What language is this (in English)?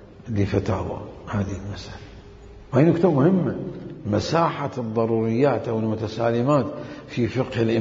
Mesopotamian Arabic